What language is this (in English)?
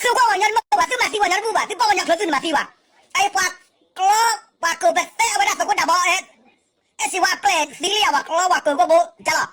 S'gaw Karen